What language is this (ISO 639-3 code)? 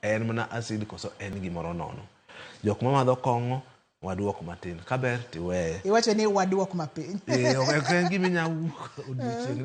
luo